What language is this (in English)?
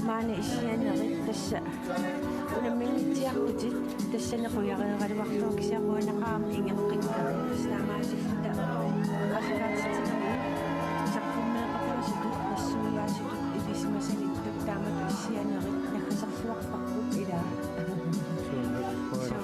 Kalaallisut